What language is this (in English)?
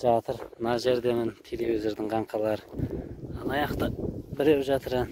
Kazakh